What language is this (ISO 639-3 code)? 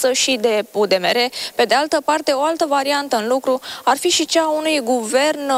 ron